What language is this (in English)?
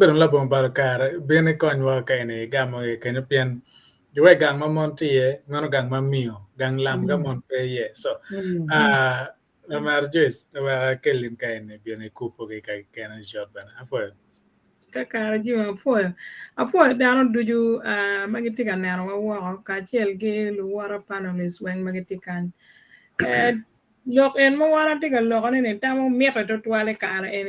Acoli